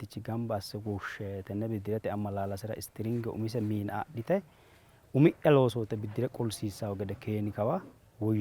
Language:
Sidamo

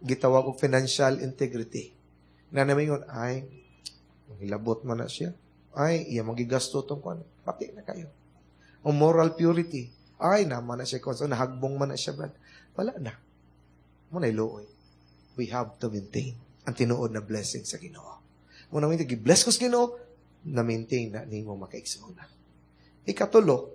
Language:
Cebuano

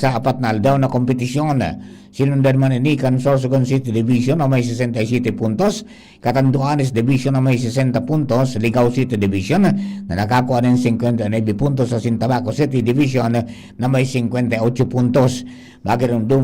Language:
Bikol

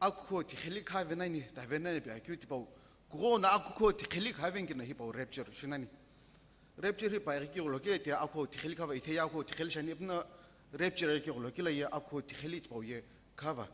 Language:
Sumi Naga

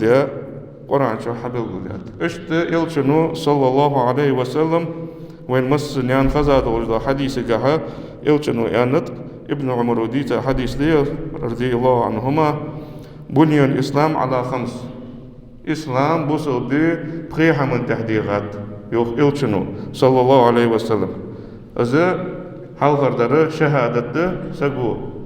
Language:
Ingush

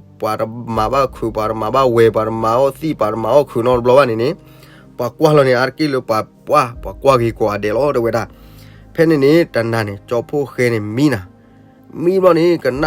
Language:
S'gaw Karen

